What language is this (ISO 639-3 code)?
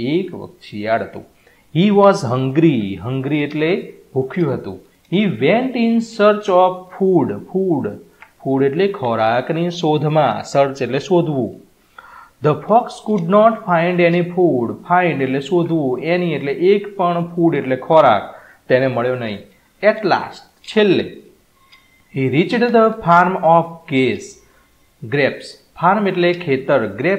guj